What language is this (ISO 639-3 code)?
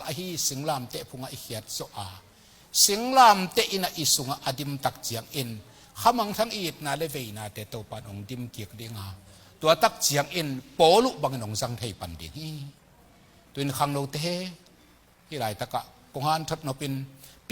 ctd